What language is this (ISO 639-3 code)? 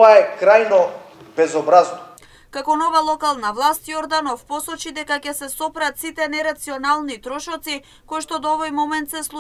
mkd